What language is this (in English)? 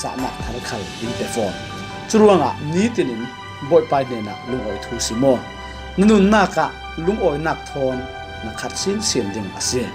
Falam Chin